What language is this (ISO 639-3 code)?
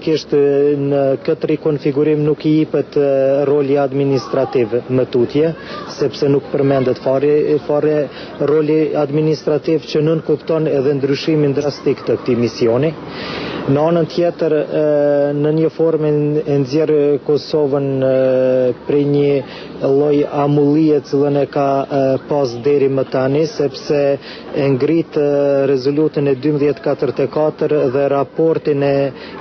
sqi